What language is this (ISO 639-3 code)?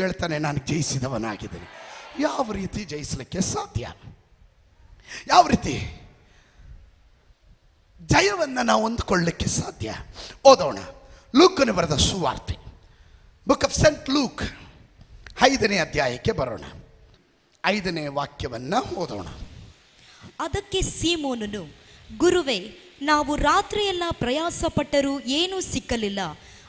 kan